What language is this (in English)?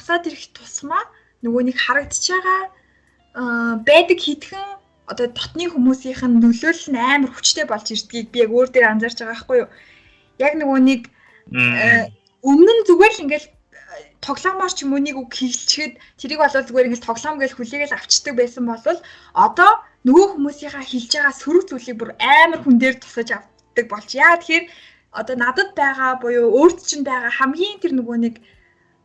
Mongolian